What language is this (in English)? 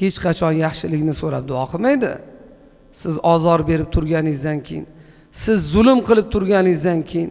Uzbek